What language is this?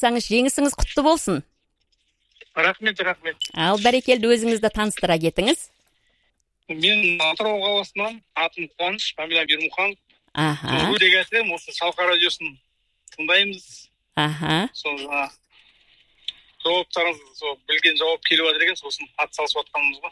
Kazakh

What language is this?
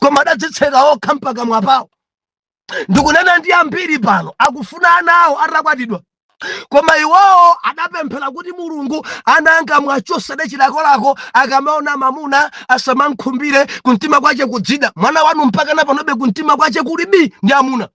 Nyanja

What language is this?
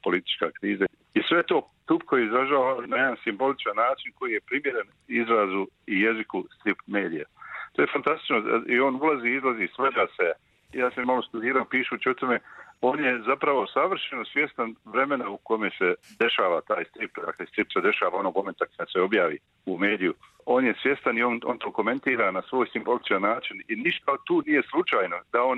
Croatian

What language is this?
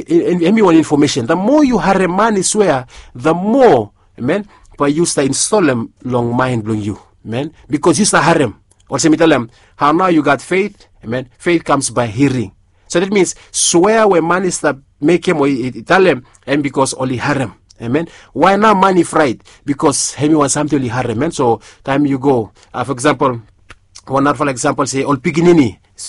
Bislama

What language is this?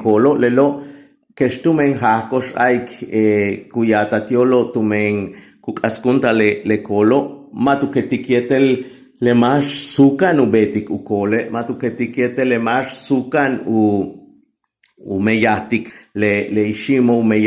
Yucateco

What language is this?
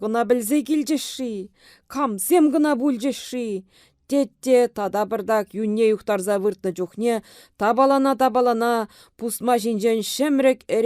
Chuvash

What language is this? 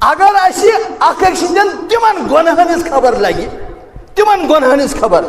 Kashmiri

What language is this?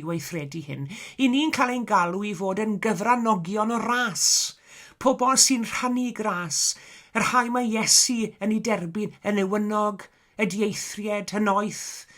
Welsh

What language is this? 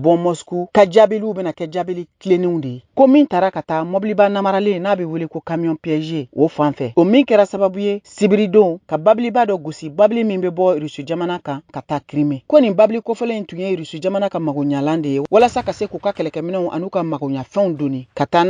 Bambara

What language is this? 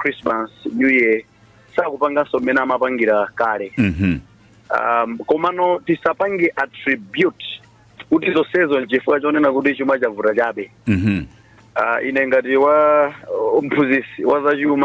Nyanja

